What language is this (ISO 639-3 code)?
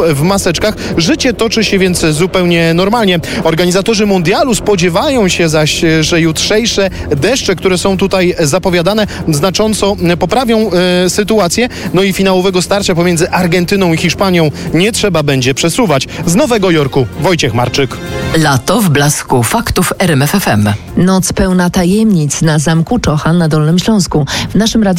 pol